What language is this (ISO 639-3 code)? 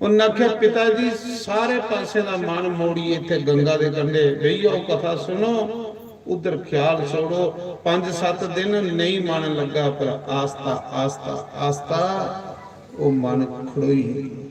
doi